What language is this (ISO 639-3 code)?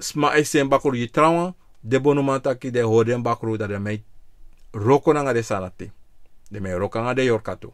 srn